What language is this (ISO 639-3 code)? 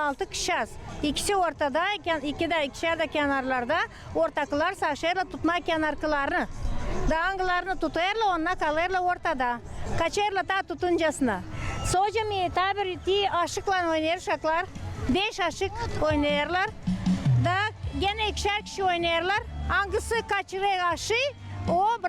gag